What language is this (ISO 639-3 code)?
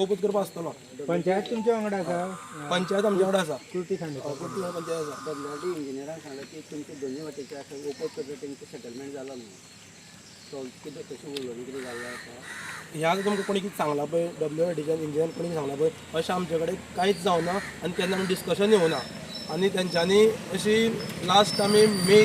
kok